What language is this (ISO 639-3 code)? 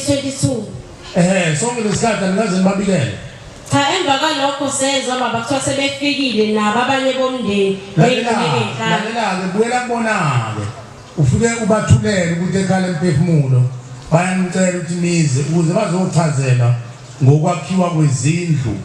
zul